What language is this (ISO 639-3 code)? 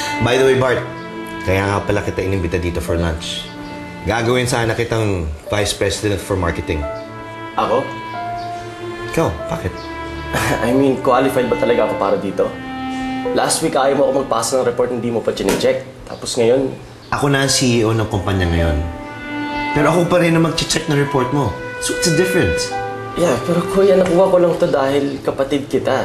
fil